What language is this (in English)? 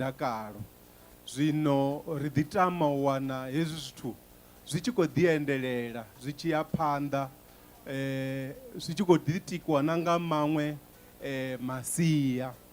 Venda